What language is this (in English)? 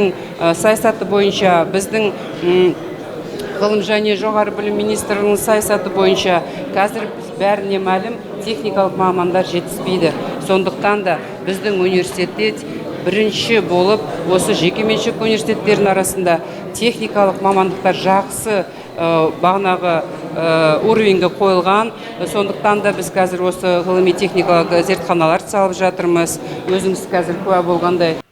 Kazakh